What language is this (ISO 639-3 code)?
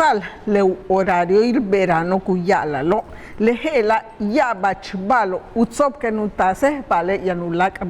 yua